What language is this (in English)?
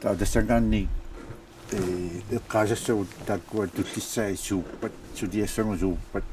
Kalaallisut